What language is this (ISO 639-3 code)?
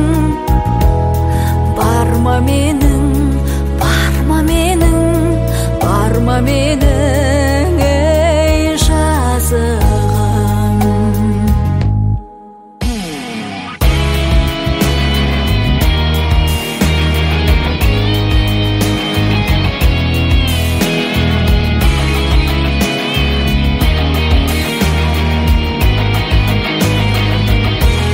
kaz